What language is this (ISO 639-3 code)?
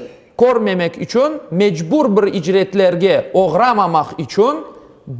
crh